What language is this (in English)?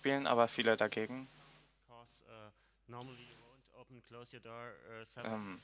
German